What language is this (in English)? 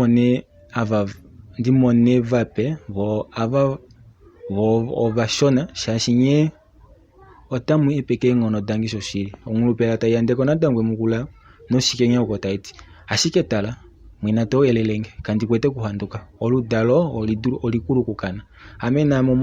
Kuanyama